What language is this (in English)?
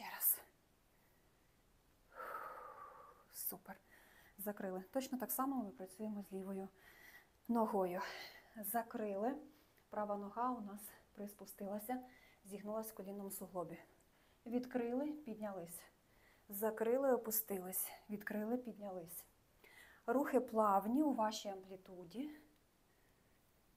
Ukrainian